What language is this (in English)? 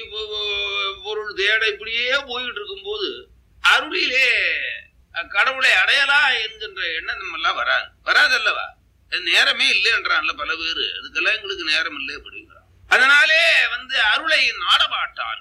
Tamil